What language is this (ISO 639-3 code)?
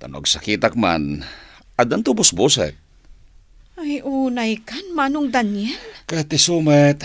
ilo